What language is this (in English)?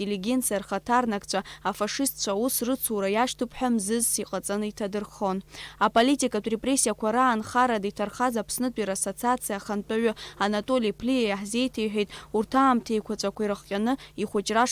Abkhazian